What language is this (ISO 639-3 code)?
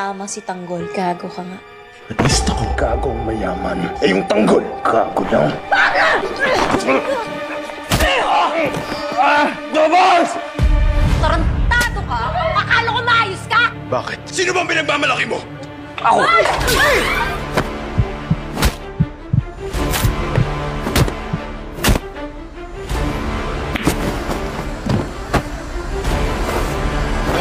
fil